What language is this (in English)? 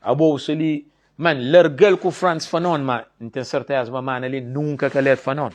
Kabuverdianu